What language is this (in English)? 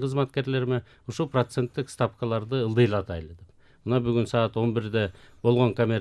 Kyrgyz